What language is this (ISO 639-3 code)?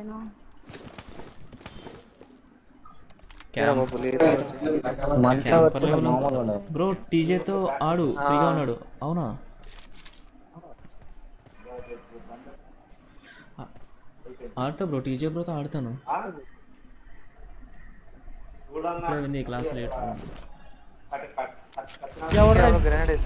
tel